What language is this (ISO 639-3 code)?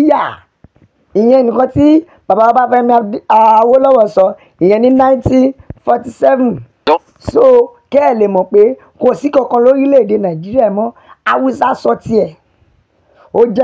yor